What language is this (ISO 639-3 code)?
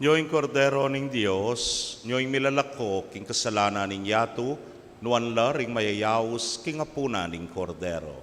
pam